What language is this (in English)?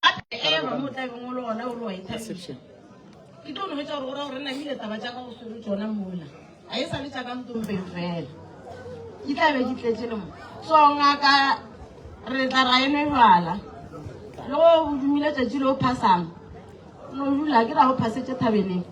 Northern Sotho